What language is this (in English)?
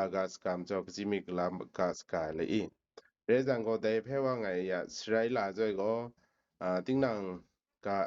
Kachin